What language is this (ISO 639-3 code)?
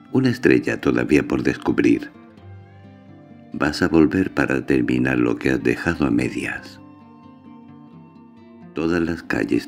spa